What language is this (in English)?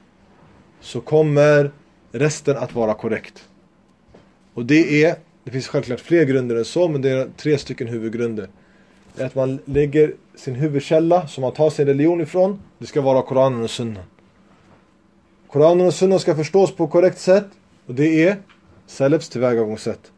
Swedish